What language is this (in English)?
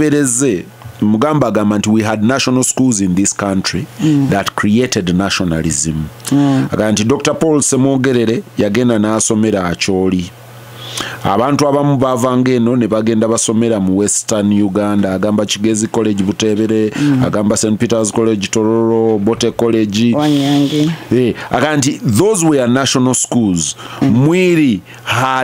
Ganda